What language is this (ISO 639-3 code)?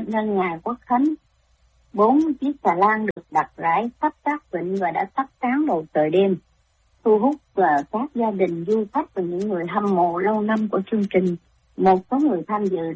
vie